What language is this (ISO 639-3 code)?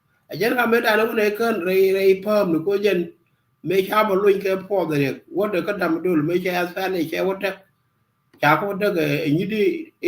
nus